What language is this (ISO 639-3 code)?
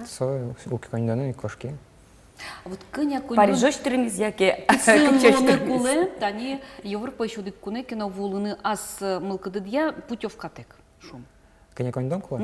udm